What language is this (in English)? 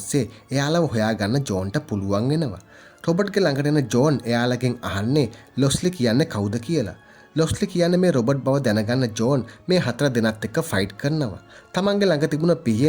Sinhala